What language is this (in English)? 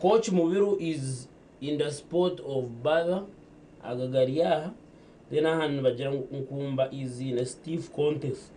Nyankole